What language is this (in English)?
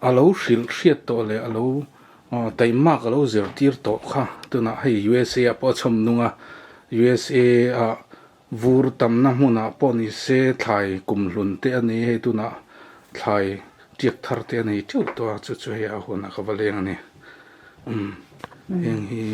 Mizo